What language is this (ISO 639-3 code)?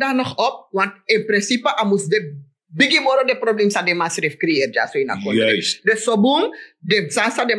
srn